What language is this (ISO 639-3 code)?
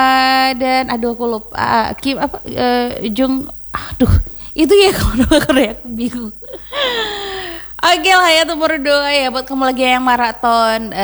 ind